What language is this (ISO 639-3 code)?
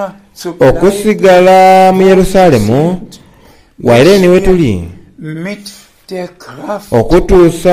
xog